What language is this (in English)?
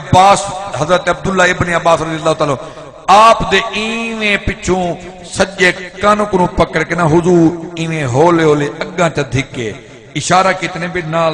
Saraiki